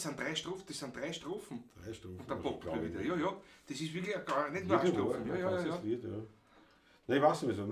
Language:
Bavarian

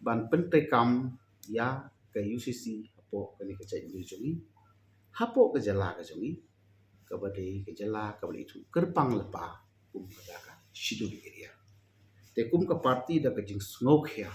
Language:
Khasi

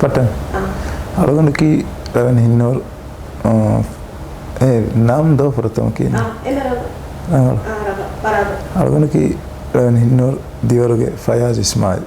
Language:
Divehi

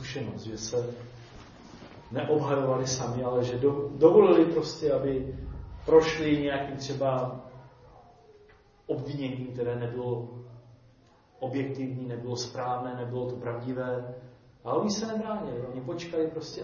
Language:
Czech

